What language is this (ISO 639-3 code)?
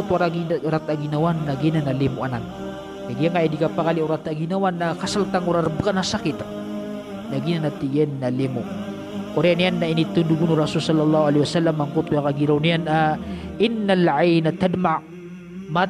mrw